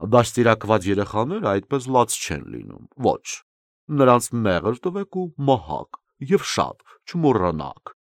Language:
Armenian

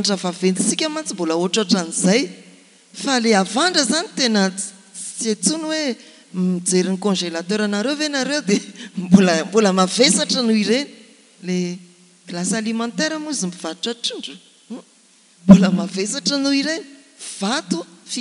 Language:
Malagasy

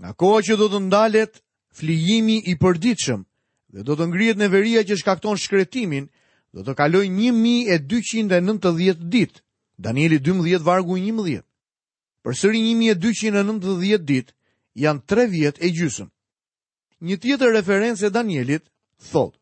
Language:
Albanian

